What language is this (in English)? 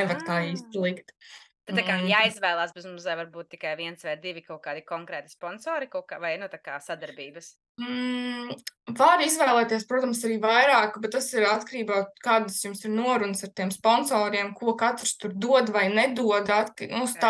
Latvian